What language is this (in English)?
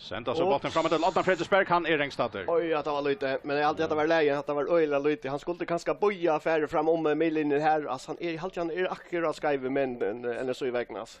Faroese